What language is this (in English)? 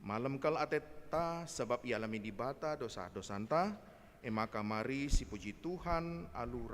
Batak Karo